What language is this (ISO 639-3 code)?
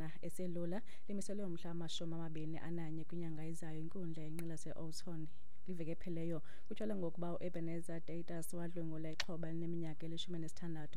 xho